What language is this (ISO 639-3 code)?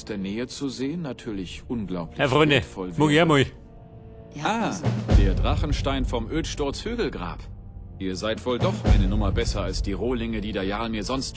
bar